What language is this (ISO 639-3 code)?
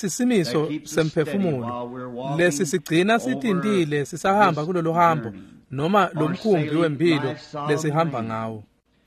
ssw